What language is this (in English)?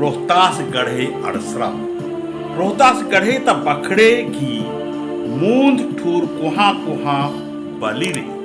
Kurukh